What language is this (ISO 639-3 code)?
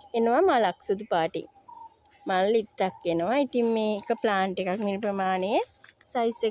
sin